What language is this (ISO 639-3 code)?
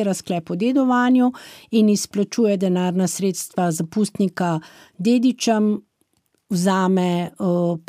slv